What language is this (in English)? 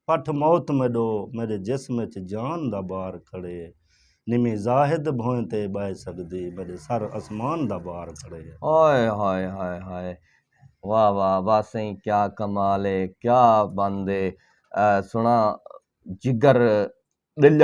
Saraiki